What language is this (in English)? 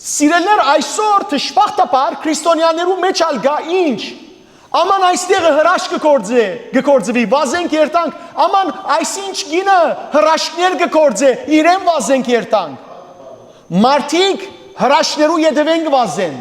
Western Armenian